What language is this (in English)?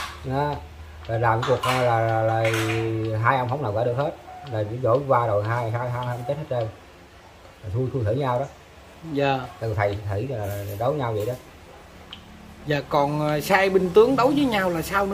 Vietnamese